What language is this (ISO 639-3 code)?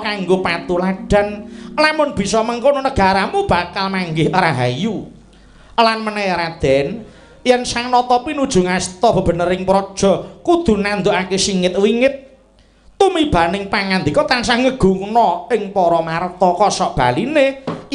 jav